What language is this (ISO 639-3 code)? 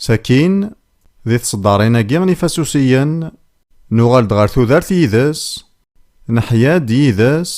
kab